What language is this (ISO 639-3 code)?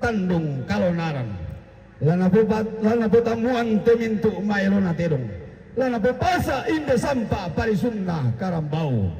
sda